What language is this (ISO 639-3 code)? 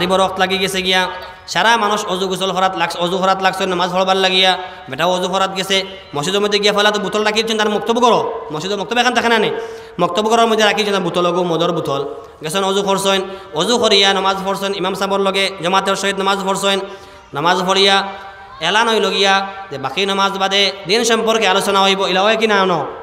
syl